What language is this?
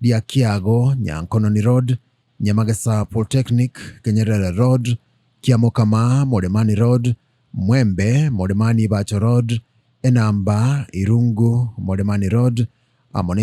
Gusii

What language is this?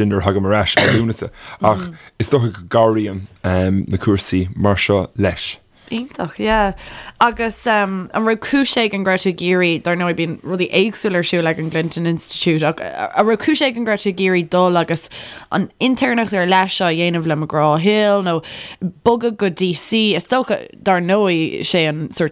Irish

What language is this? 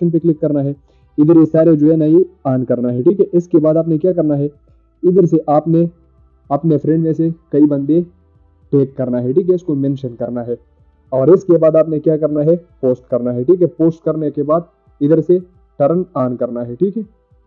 Urdu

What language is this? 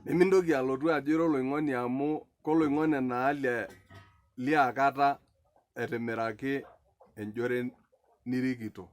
Masai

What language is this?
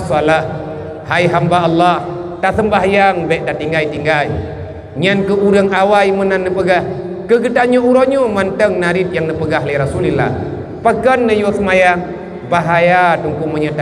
Achinese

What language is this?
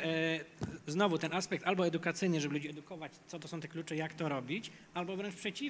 Polish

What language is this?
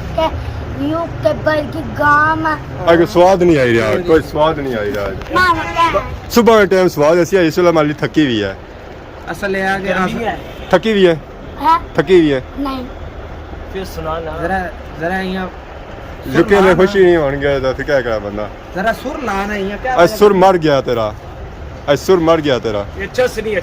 Pahari-Potwari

